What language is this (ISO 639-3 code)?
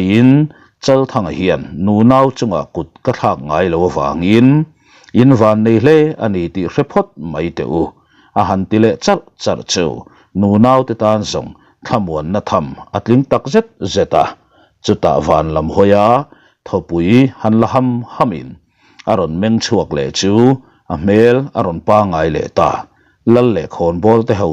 lus